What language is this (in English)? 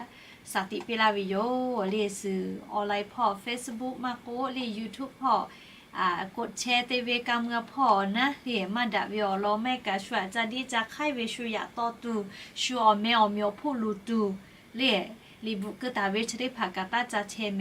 Lahu